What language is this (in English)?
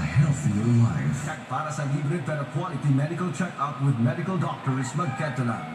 Hiligaynon